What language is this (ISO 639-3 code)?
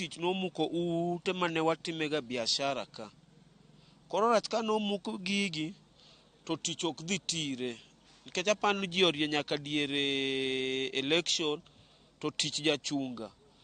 luo